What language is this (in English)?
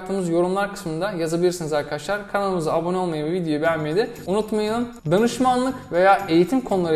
Turkish